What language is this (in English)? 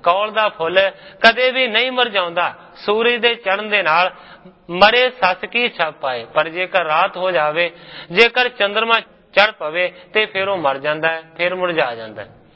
Punjabi